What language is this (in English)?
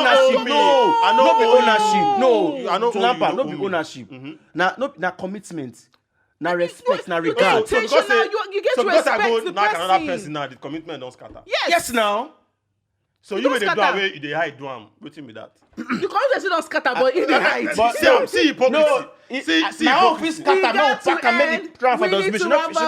Nigerian Pidgin